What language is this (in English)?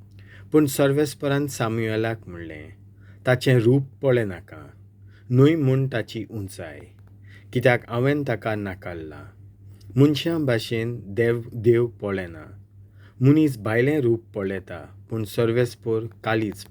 Konkani